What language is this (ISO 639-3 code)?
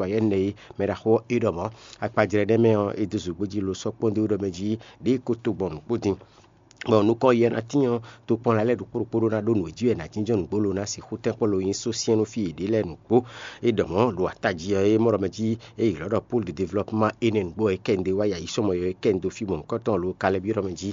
fon